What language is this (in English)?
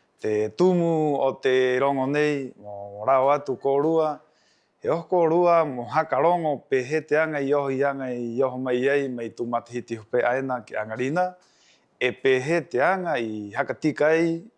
Rapanui